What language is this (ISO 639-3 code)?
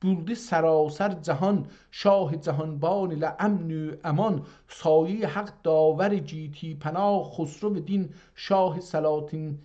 azb